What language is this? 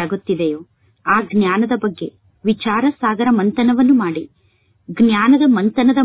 Kannada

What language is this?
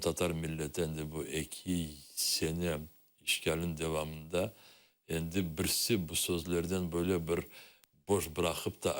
Crimean Tatar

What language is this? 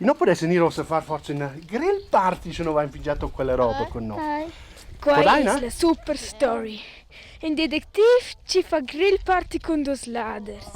Romansh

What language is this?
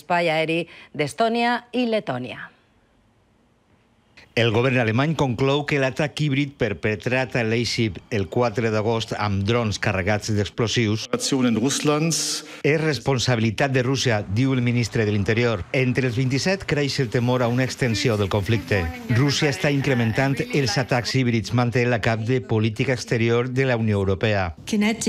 Catalan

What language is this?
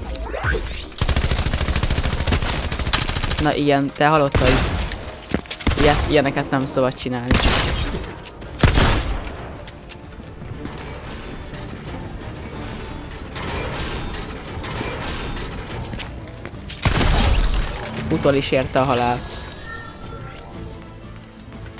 Hungarian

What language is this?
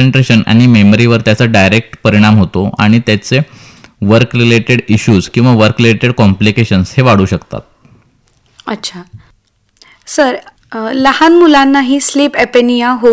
Marathi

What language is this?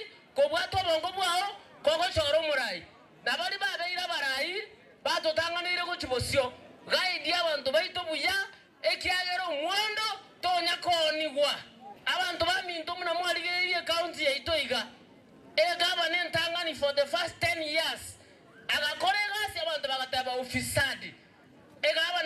Gusii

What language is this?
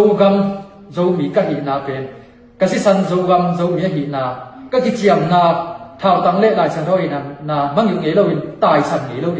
Tedim Chin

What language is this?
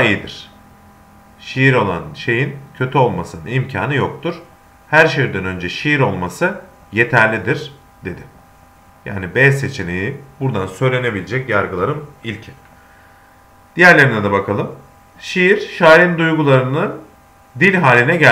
Turkish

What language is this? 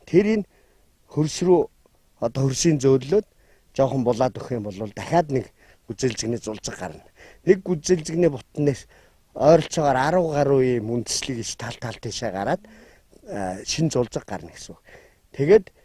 Mongolian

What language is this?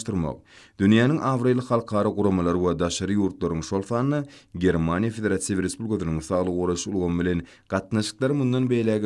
Turkmen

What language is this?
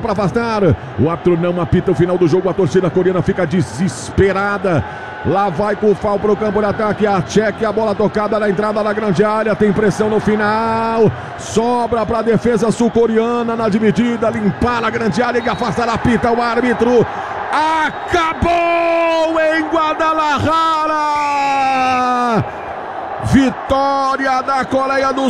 Portuguese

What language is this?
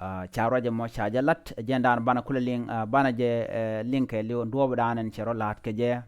Nuer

